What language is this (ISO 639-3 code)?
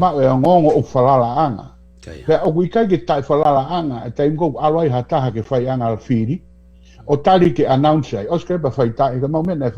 ton